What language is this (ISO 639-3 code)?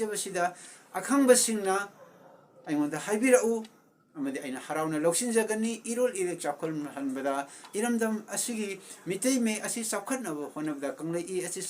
mni